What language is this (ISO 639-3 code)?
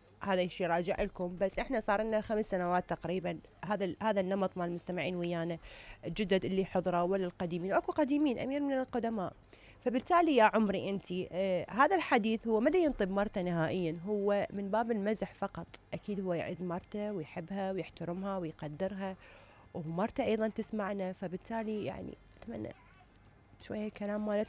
acm